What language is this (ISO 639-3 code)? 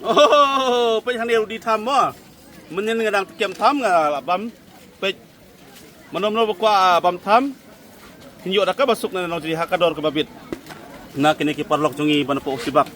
kha